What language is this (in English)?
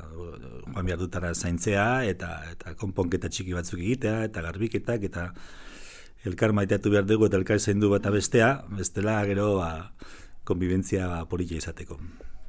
Basque